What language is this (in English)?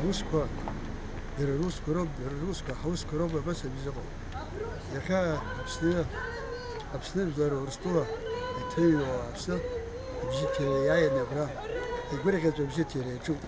Abkhazian